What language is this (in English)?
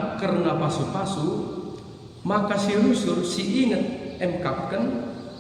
Batak Karo